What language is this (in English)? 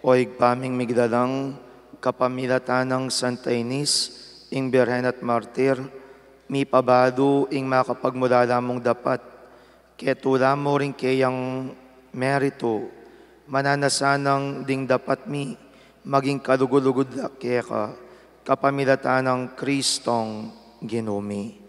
Pampanga